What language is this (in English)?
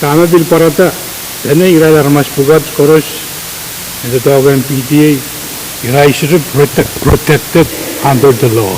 Pohnpeian